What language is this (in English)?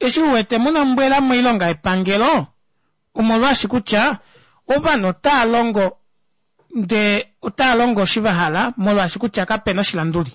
Kuanyama